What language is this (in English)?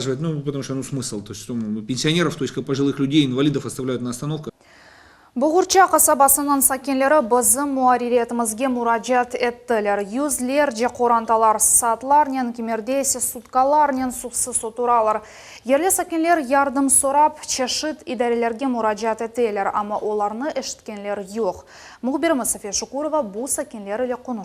Crimean Tatar